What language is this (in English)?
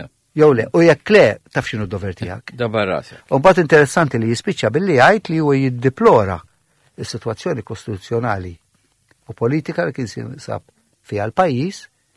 Maltese